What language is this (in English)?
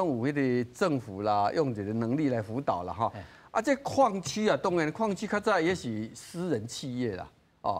Min Nan Chinese